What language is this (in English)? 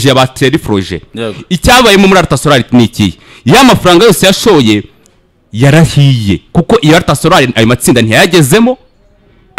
Kinyarwanda